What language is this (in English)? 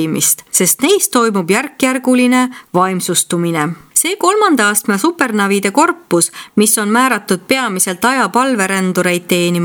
Estonian